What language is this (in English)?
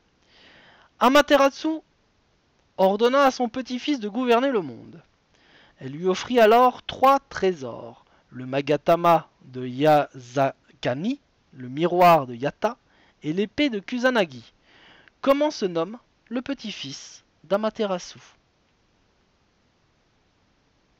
French